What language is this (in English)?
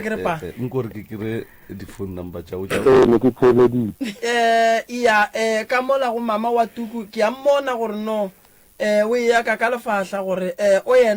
Northern Sotho